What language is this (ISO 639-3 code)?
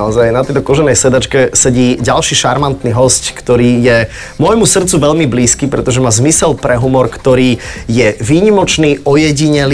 slk